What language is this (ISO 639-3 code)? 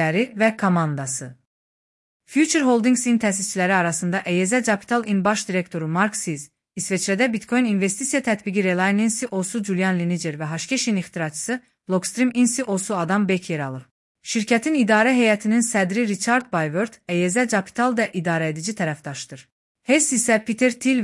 aze